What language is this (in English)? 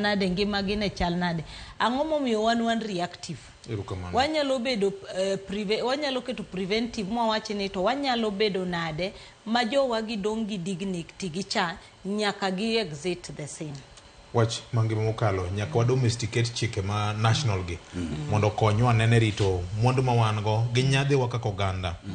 Luo (Kenya and Tanzania)